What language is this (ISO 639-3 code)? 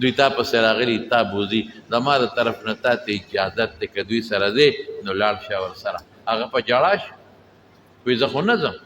pus